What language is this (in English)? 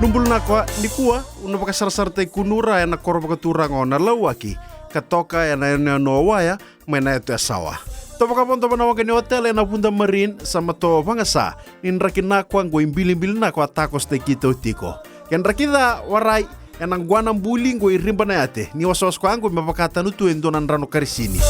Fijian